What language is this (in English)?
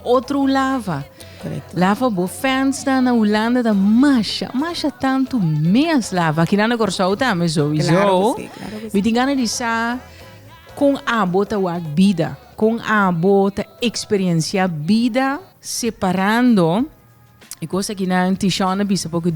Papiamento